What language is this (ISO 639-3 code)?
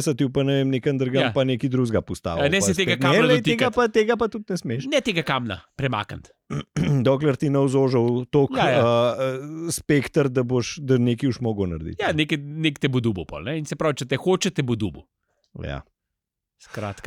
slv